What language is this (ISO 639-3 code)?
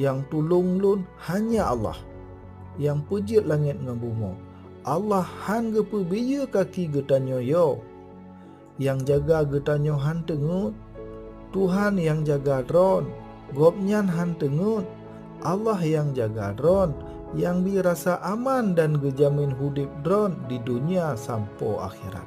ace